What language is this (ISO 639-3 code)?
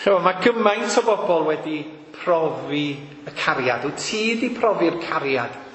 cym